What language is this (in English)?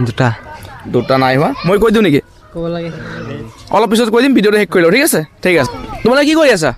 Assamese